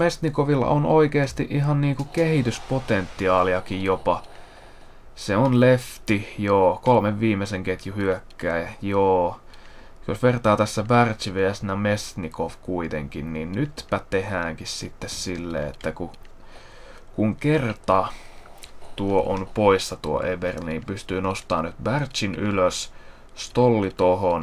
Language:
Finnish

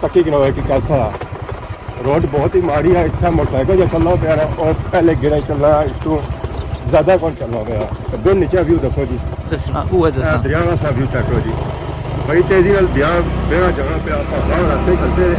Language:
Pahari-Potwari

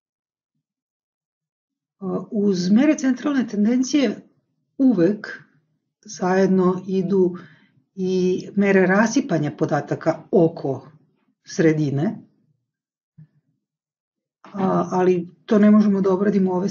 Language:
Serbian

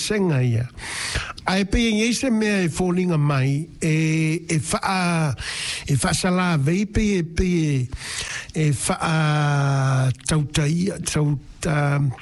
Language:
Samoan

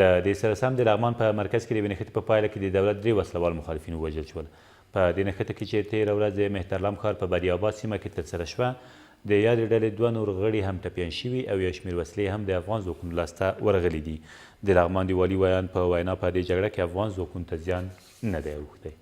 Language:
Pashto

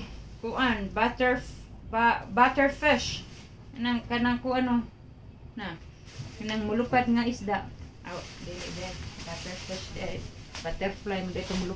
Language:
Cebuano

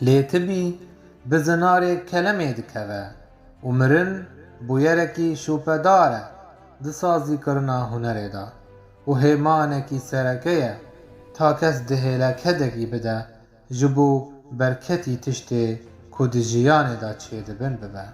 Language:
Kurdish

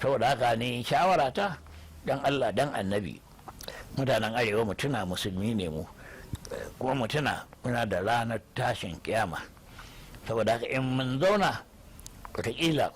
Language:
Hausa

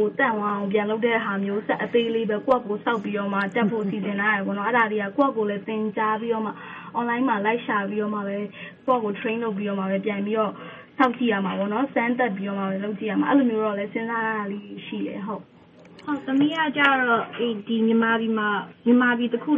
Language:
Burmese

